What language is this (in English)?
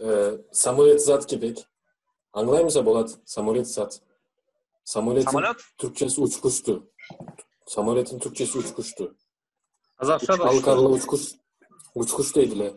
Turkmen